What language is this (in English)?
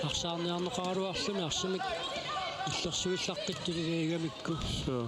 Kalaallisut